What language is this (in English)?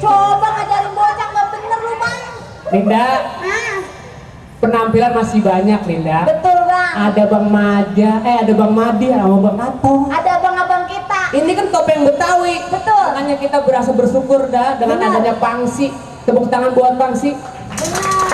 Betawi